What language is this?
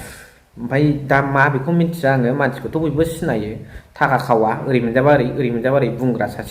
Bodo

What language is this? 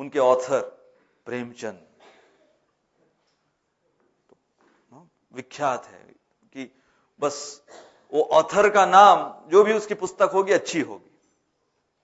Hindi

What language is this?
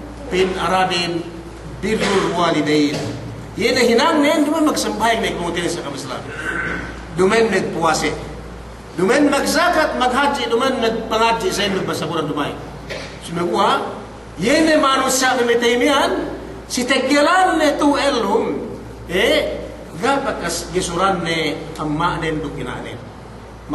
Yakan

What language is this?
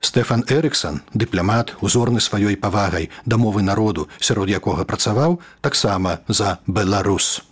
Belarusian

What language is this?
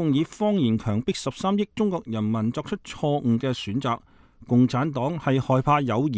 Cantonese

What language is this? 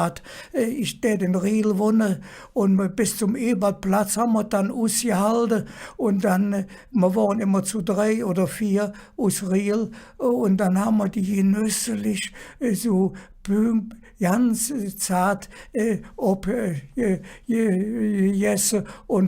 Colognian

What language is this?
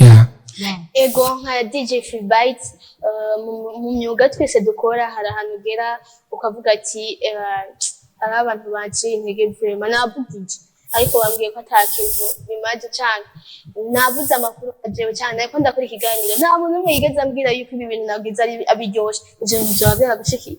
Rundi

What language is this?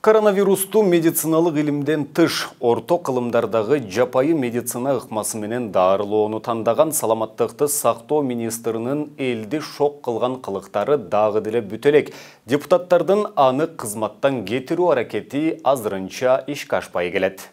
Kyrgyz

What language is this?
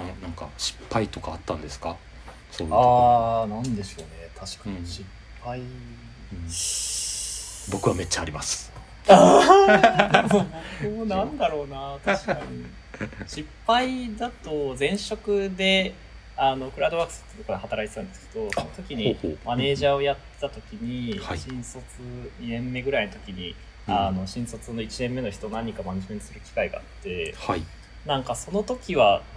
Japanese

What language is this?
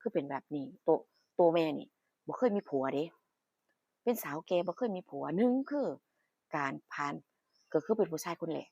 Northeastern Thai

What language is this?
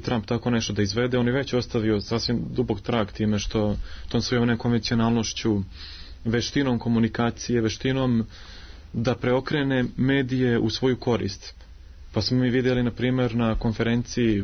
Serbian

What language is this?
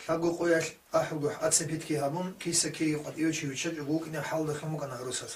Avaric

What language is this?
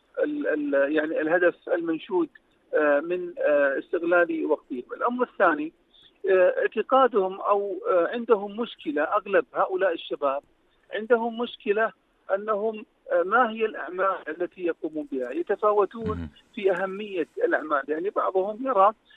Arabic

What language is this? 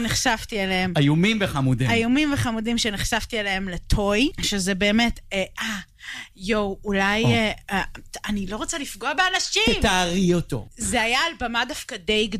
Hebrew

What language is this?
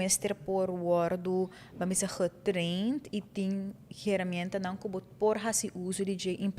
Papiamento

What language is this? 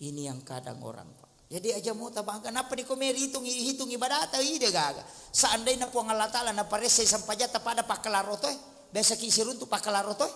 Buginese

